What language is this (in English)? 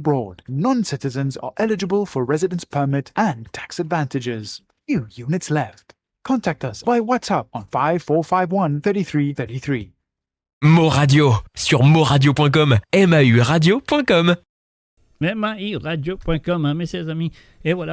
Morisyen